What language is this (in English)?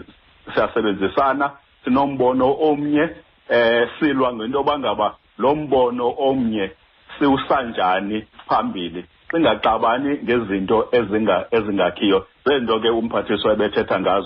Xhosa